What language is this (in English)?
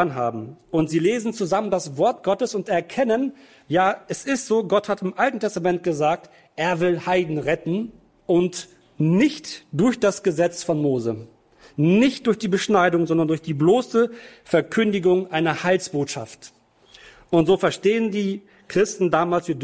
German